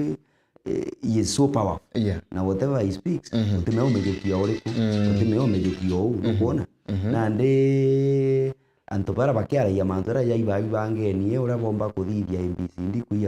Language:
Meru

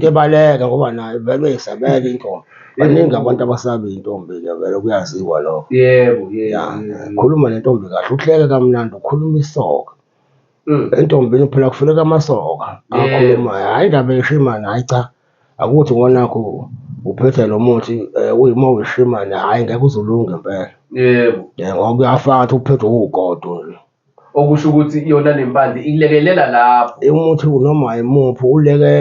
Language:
Zulu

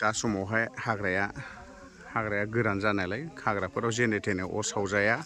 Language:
Bodo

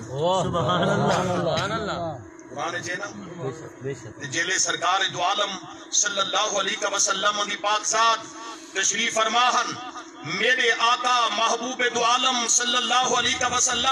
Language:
Saraiki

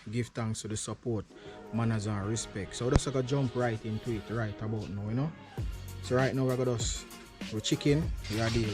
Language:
Jamaican Creole English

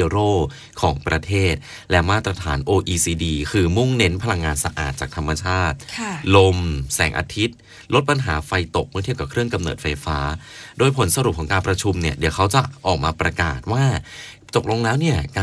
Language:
Thai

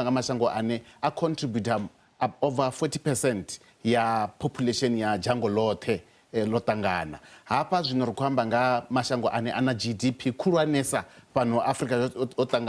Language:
Venda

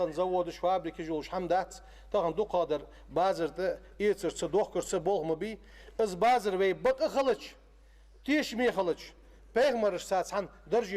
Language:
Ingush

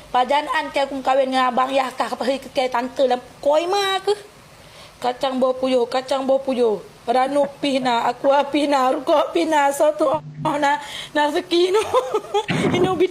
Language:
Achinese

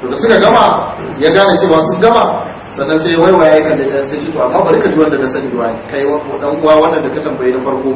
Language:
Hausa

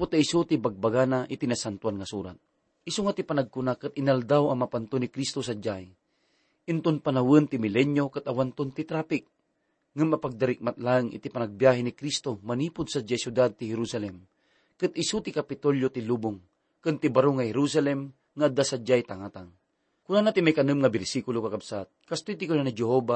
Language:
Iloko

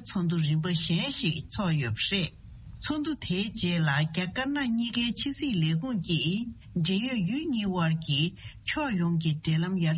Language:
Tibetan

